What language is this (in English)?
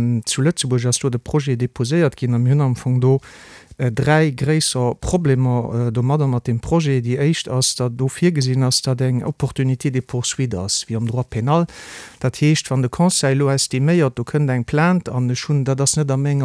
Luxembourgish